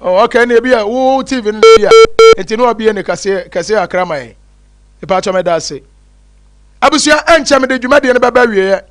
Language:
Akan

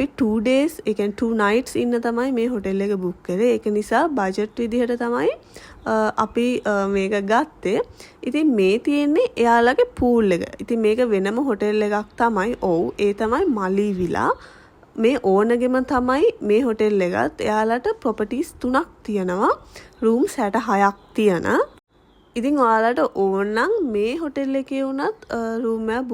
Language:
Sinhala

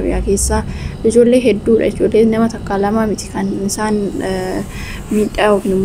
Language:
Oromo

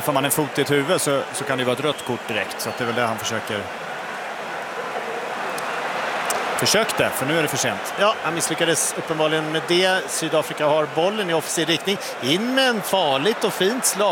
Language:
Swedish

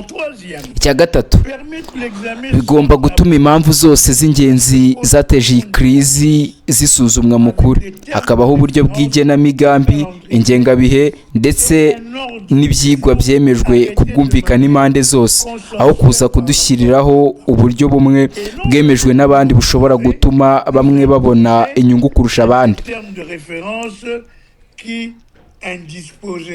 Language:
Kinyarwanda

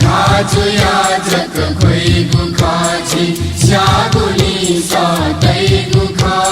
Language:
Newari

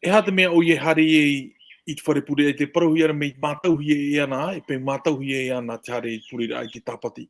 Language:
Tahitian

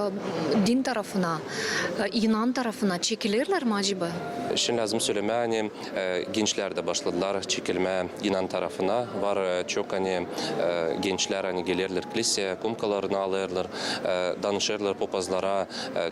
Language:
Gagauz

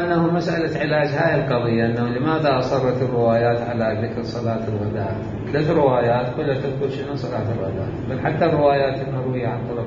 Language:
Mesopotamian Arabic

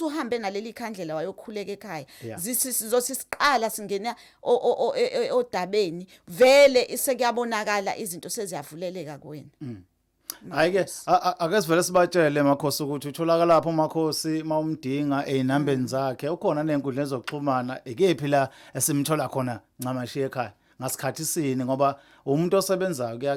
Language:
Zulu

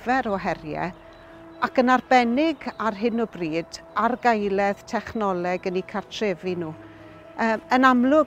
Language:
Welsh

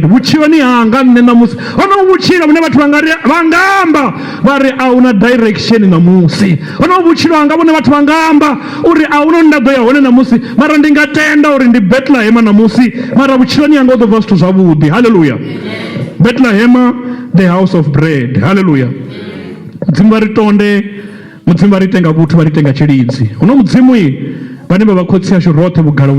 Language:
Venda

